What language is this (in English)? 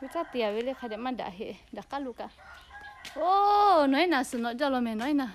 Lahu